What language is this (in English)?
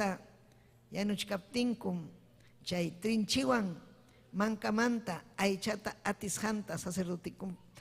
Ayacucho Quechua